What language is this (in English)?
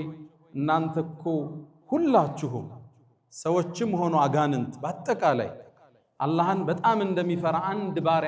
Amharic